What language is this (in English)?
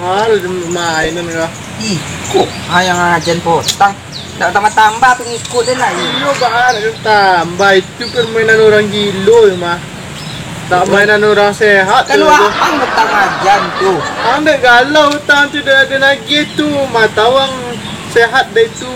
Minangkabau